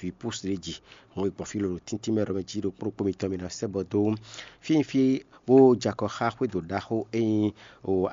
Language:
Fon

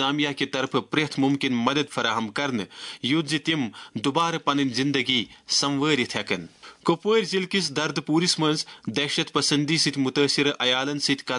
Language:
Kashmiri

